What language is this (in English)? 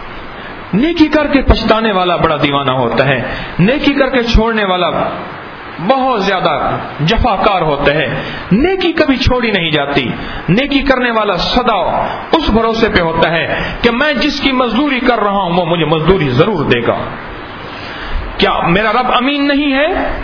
Urdu